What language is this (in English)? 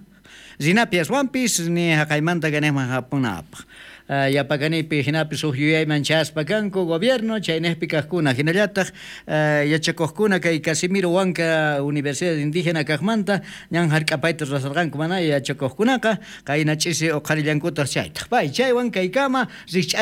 South Bolivian Quechua